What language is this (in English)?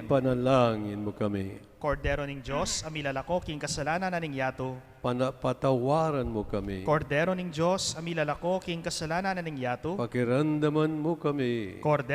Pampanga